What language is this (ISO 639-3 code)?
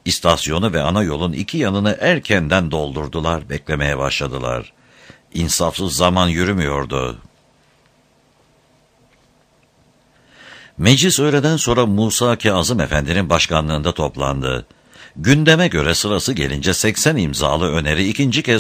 tur